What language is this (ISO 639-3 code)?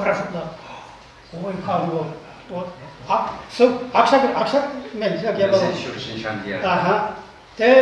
chv